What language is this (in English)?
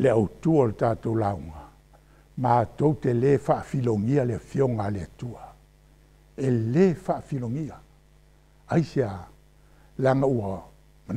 Samoan